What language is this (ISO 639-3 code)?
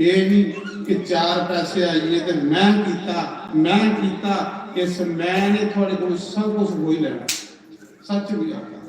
doi